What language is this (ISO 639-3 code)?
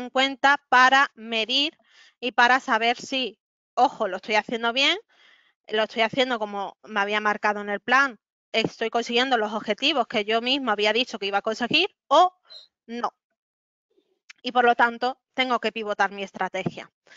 spa